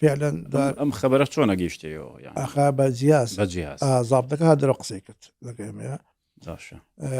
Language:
Central Kurdish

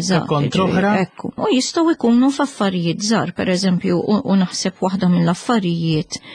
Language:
Maltese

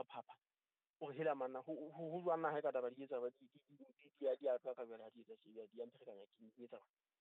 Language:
Southern Sotho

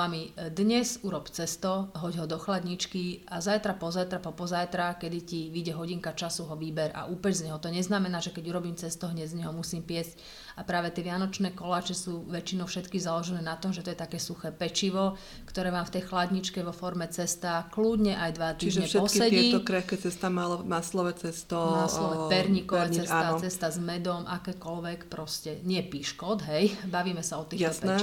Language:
Slovak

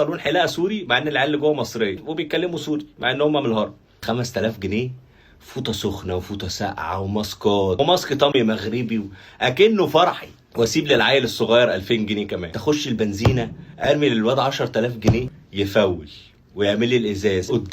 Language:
Egyptian Arabic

